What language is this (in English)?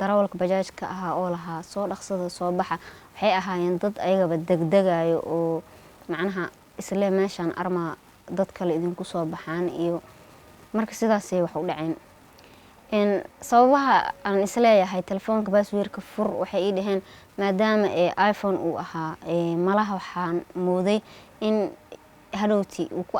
Somali